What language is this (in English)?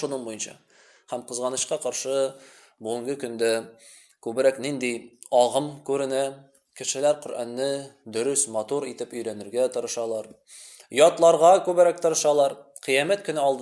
Tatar